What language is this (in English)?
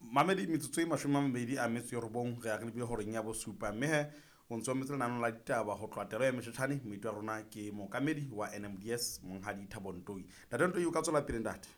Southern Sotho